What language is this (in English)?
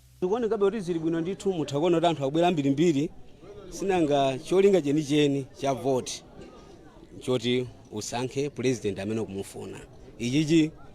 Nyanja